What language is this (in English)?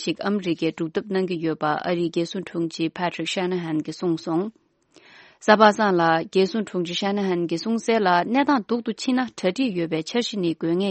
Tibetan